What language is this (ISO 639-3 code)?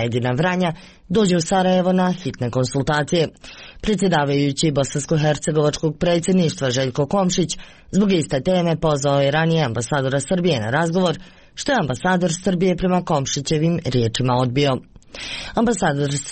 srp